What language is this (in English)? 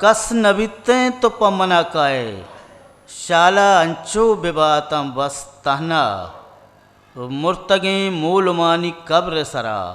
Eastern Balochi